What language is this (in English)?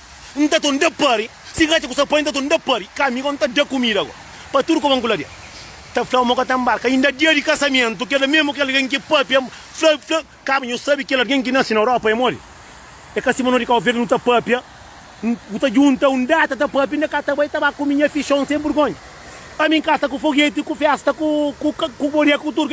Kabuverdianu